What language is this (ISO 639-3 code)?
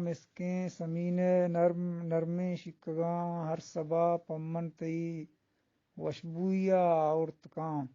bgp